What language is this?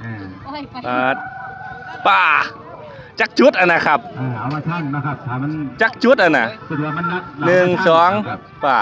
Northeastern Thai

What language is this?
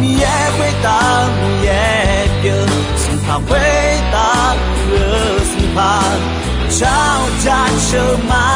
Akha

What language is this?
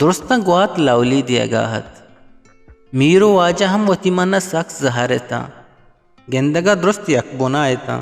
Eastern Balochi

